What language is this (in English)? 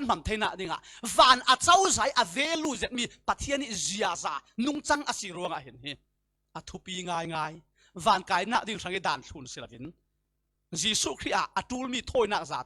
Falam Chin